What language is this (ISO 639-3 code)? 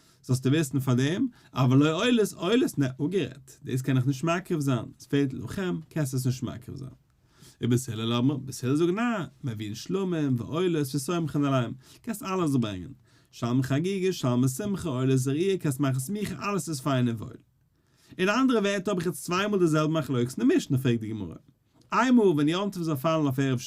yid